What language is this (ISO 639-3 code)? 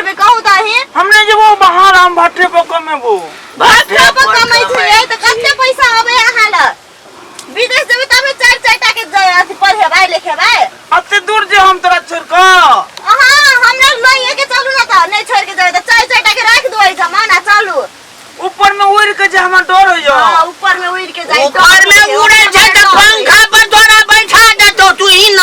mai